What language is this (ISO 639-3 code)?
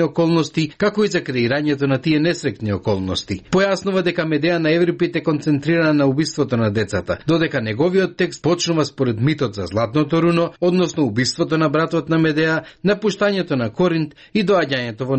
mkd